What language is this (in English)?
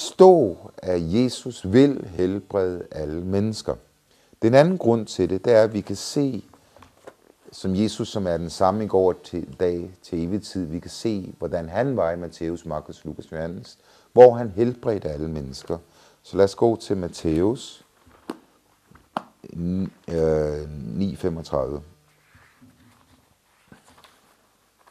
Danish